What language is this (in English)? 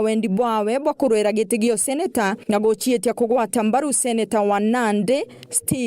Meru